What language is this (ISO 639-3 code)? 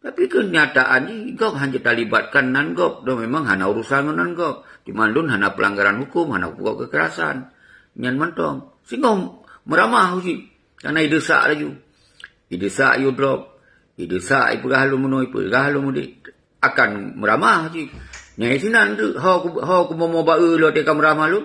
ace